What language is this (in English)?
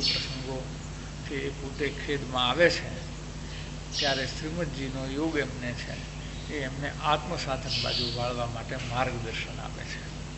Gujarati